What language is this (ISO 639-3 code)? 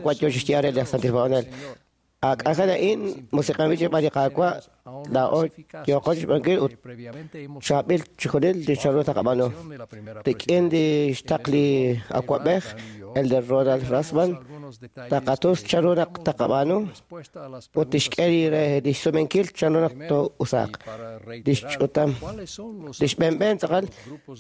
kek